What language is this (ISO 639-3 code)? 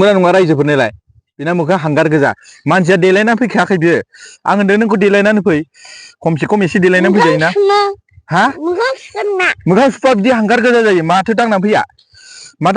brx